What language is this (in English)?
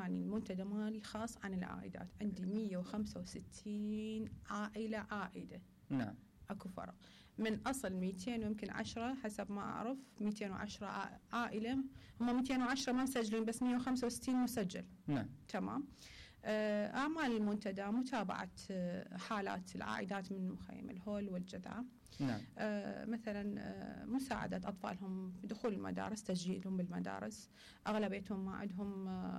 Mesopotamian Arabic